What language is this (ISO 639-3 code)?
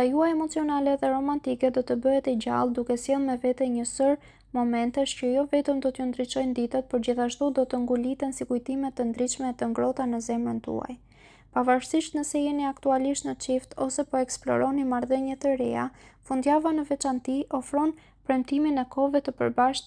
sqi